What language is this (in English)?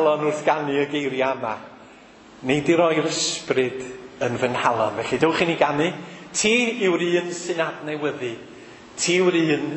Welsh